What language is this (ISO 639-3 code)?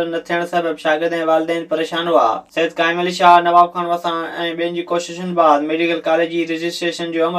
snd